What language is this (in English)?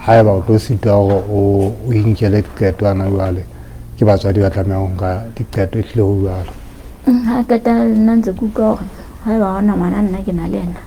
Southern Sotho